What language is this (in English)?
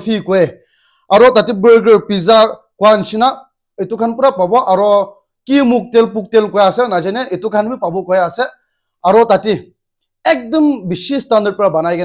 Naga Pidgin